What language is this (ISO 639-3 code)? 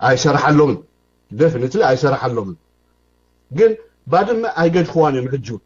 tir